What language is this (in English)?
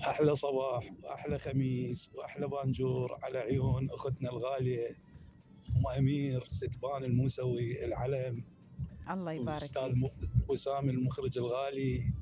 Mesopotamian Arabic